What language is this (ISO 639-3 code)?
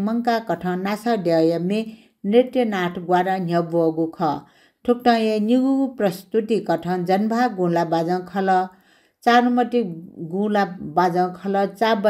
new